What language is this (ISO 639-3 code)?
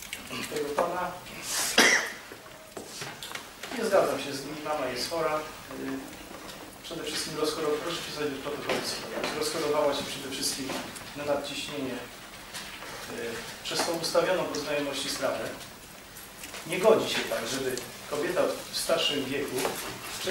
pol